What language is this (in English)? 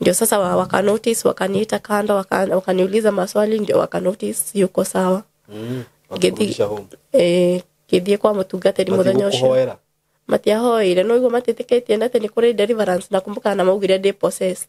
Kikuyu